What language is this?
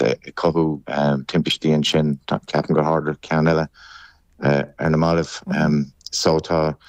Irish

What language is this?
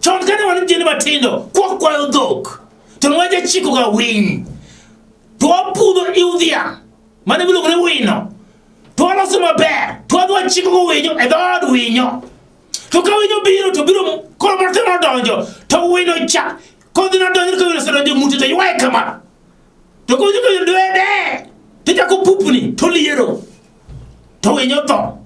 Luo (Kenya and Tanzania)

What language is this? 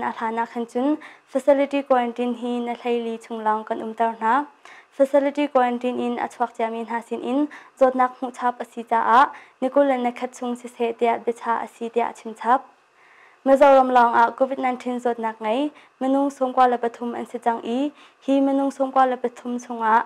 Hakha Chin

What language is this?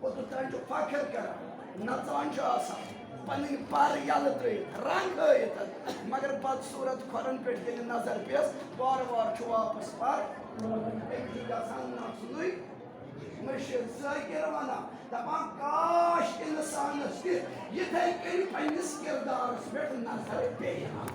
Kashmiri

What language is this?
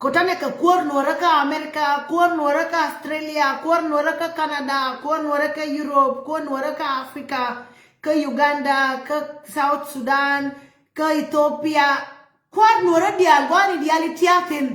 Nuer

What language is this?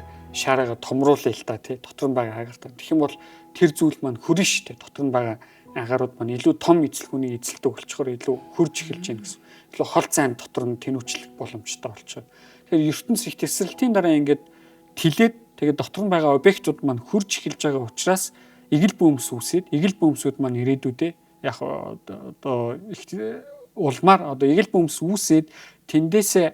Mongolian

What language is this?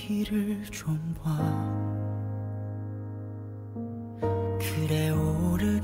Korean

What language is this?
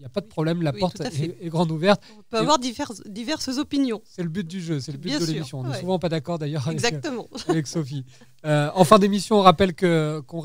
French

